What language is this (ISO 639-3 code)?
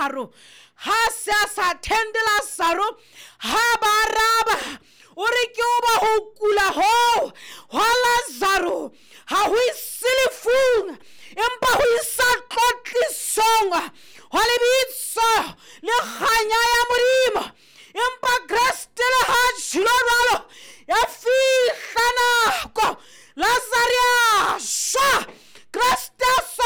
sot